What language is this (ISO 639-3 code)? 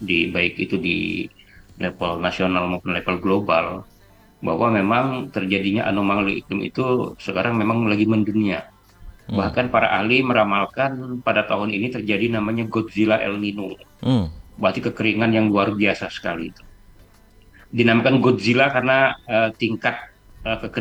ind